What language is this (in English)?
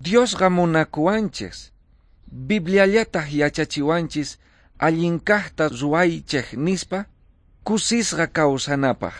South Bolivian Quechua